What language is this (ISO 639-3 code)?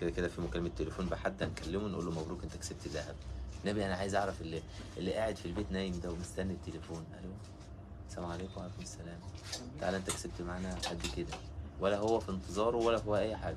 arz